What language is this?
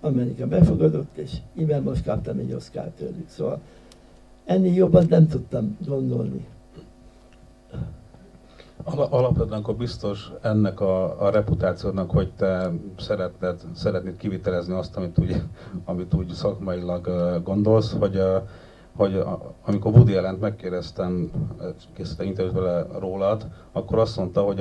Hungarian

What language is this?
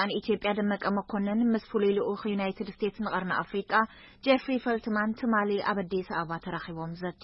Tigrinya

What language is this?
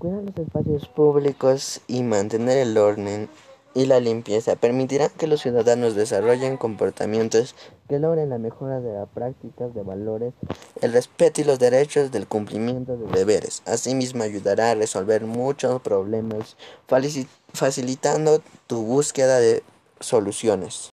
Spanish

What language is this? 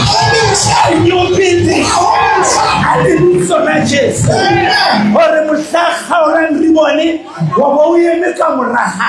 Southern Sotho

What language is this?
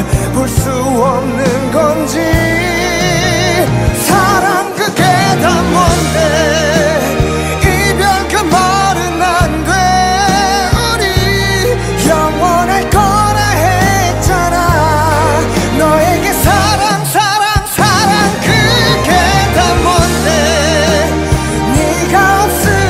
Korean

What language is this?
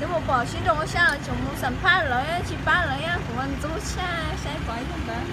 Hmong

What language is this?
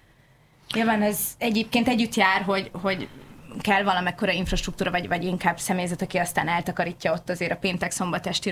Hungarian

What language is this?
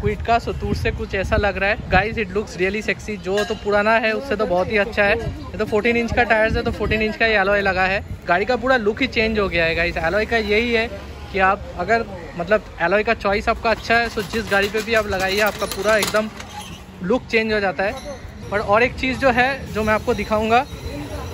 Hindi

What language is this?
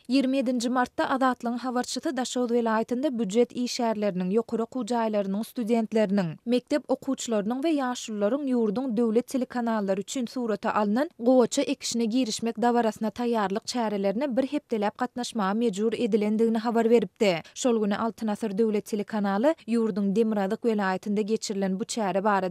Turkmen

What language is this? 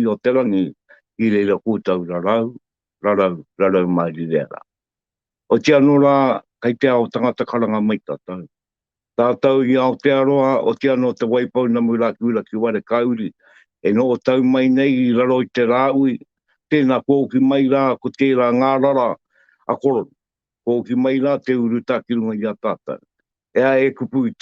Māori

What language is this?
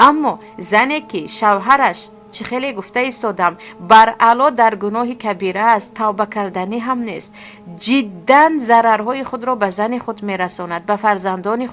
Tajik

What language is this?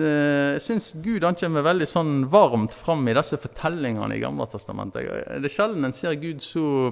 Norwegian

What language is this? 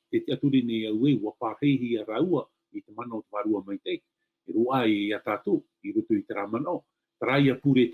Tahitian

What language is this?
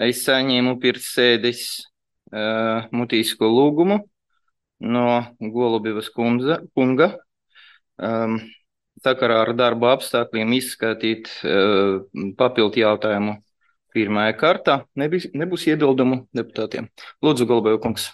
Latvian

